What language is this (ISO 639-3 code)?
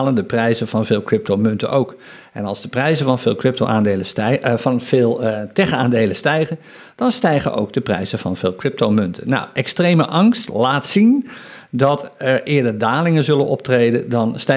nld